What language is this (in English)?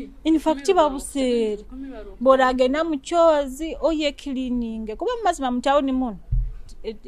Nyoro